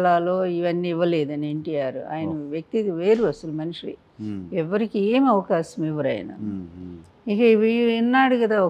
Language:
Telugu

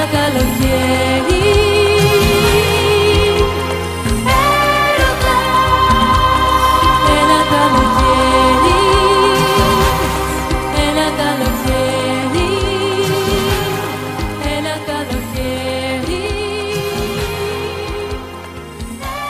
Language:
Greek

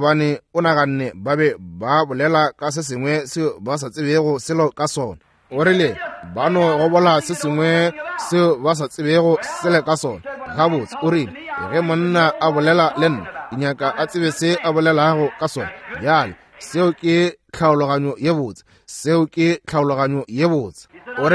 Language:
Northern Sotho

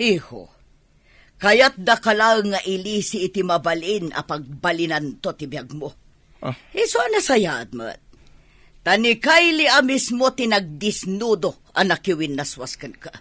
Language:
Iloko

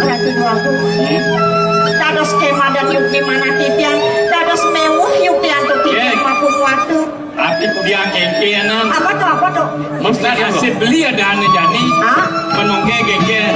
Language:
Balinese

